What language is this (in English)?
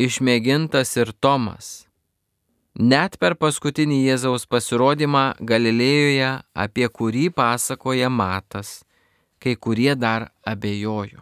Lithuanian